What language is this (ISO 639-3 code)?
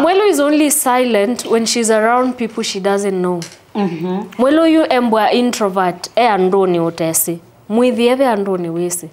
kam